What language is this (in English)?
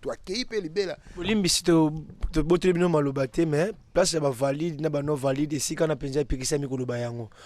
Lingala